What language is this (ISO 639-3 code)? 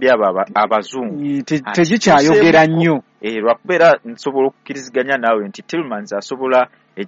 lug